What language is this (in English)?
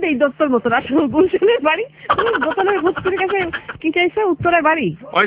Bangla